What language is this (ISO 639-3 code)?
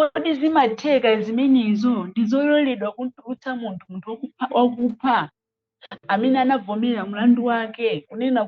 nya